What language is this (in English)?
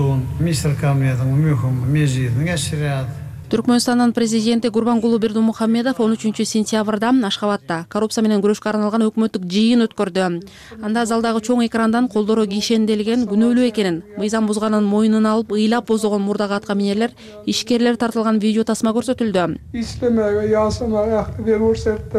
Kyrgyz